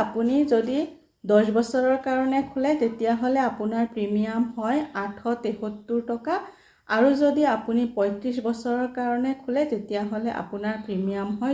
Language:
Assamese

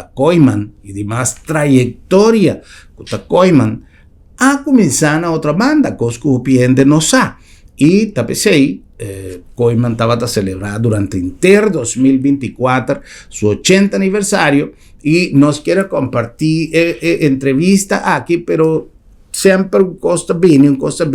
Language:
Papiamento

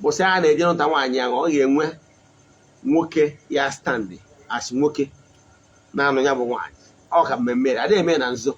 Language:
Igbo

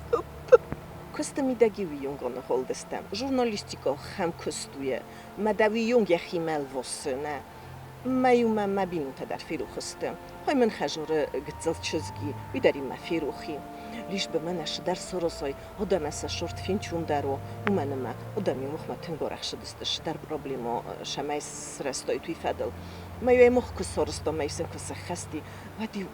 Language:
Ossetic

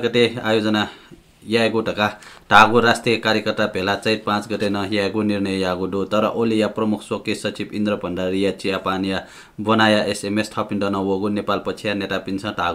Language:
Newari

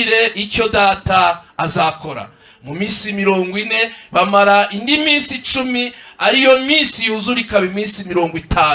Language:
Kinyarwanda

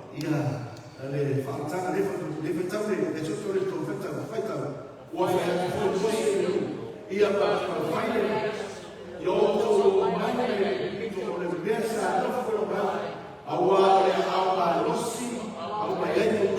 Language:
Samoan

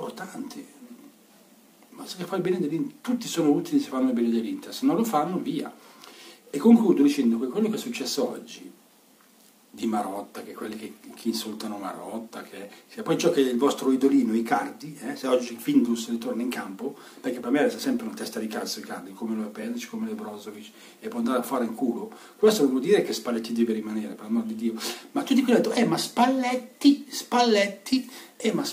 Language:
Italian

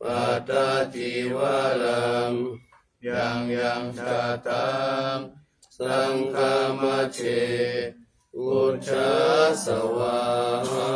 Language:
Pali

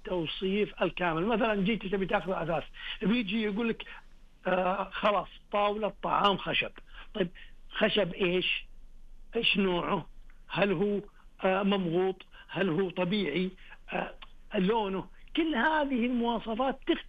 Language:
Najdi Arabic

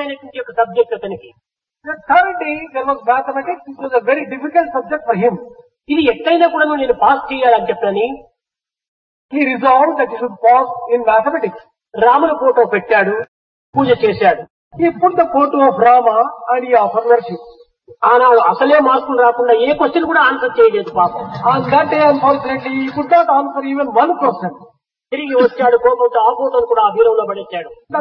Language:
Telugu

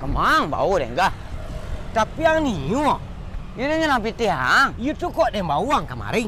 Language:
Minangkabau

